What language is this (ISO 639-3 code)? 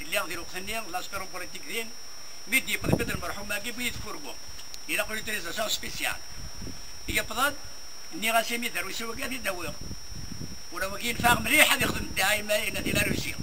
kab